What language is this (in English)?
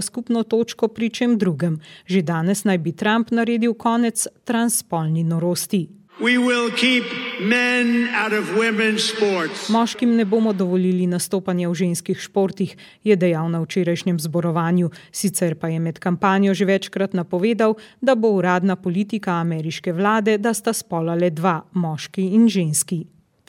Slovenian